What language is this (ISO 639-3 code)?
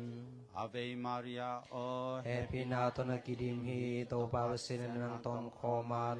ctd